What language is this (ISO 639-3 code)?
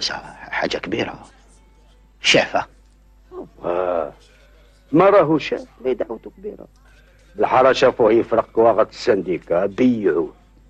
arq